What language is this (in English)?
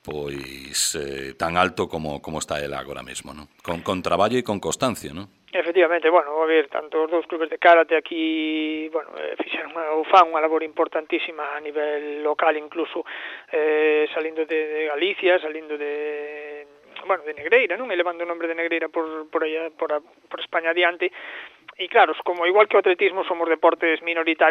Galician